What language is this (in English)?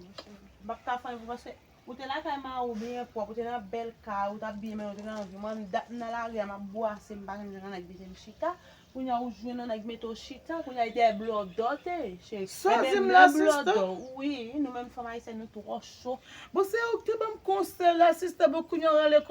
Haitian Creole